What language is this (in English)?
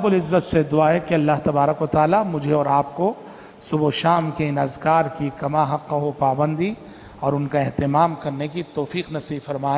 Urdu